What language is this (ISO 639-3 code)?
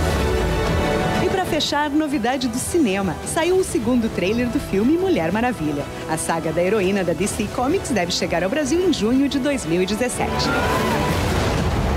por